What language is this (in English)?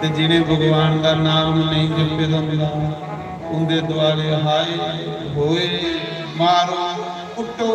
Dogri